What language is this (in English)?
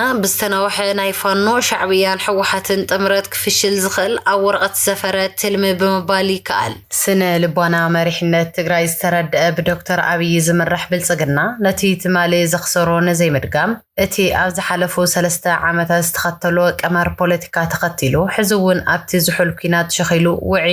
Tigrinya